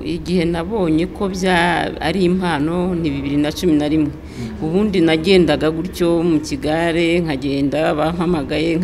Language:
Kinyarwanda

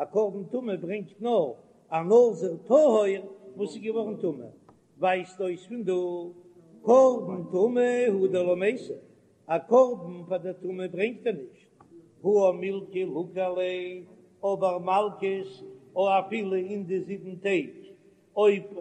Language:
Yiddish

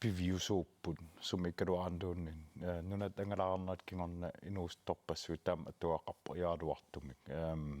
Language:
Kalaallisut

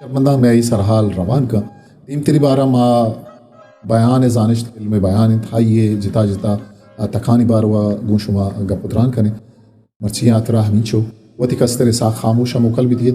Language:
Eastern Balochi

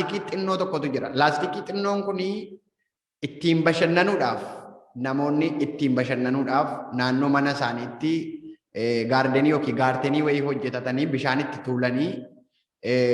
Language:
Oromo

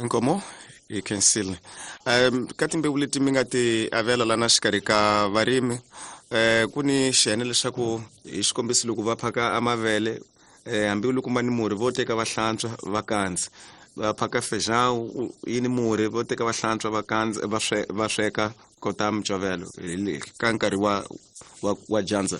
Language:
Tsonga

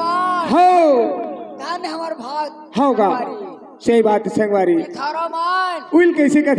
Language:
Chhattisgarhi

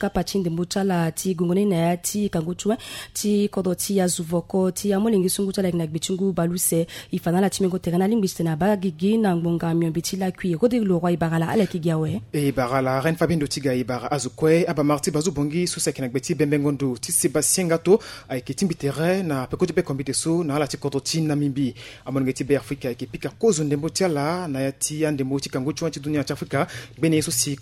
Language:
Sango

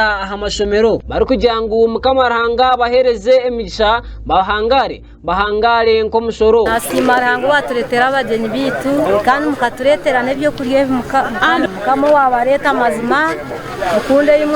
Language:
Nyankole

